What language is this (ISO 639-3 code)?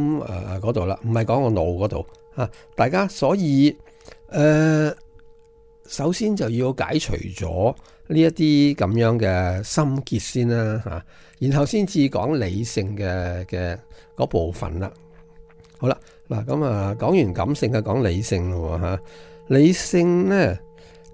yue